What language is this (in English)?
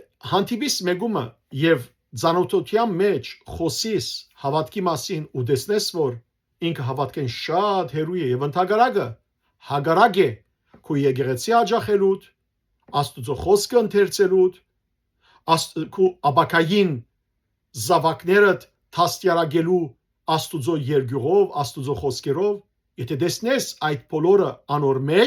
Western Armenian